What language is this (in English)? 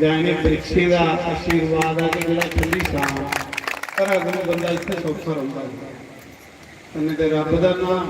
Dogri